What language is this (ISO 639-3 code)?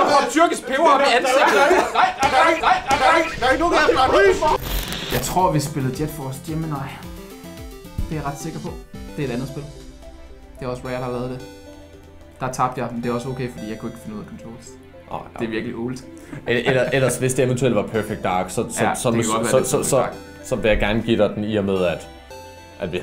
dan